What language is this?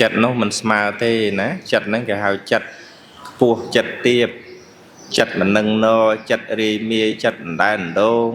Khmer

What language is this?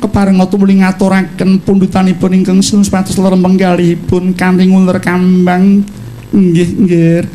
Javanese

